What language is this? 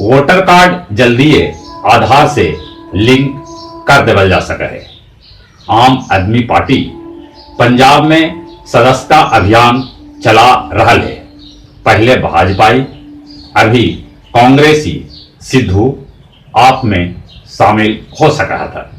Magahi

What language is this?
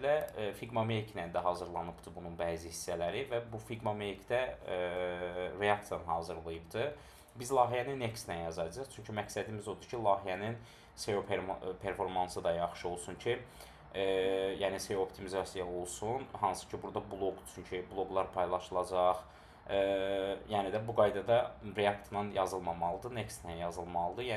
Azerbaijani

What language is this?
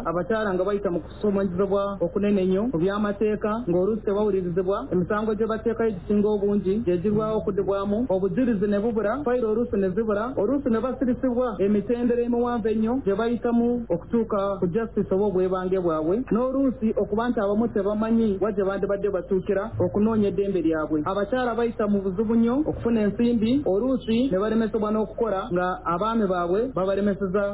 Nyoro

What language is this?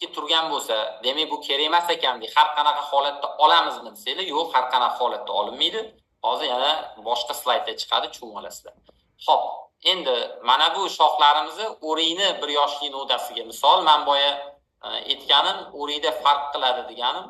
Uzbek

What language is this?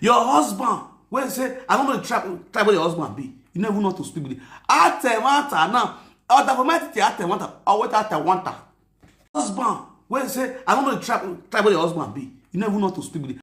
Nigerian Pidgin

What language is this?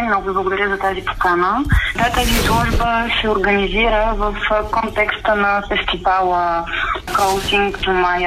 Bulgarian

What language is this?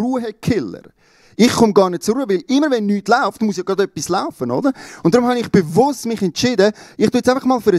Swiss German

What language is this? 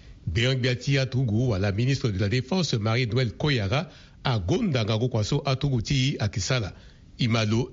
Sango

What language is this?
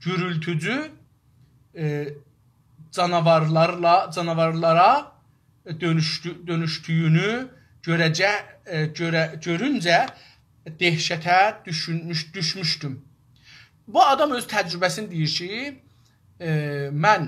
South Azerbaijani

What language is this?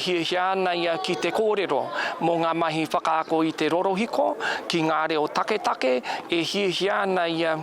Māori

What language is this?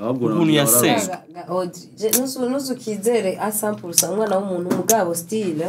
Rundi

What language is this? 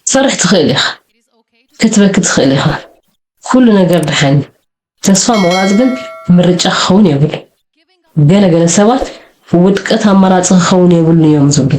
Tigrinya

